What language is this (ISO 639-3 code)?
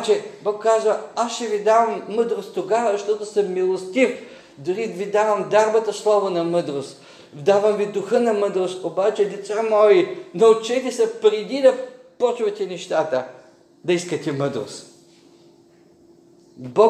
bul